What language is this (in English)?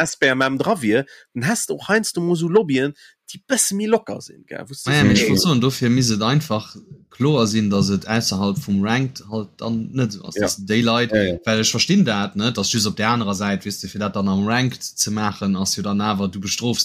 Luxembourgish